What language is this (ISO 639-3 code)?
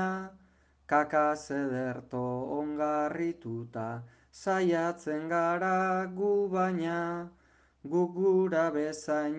eus